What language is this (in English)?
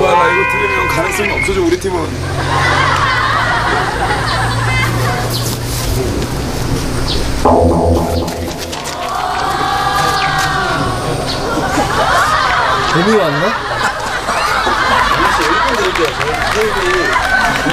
Korean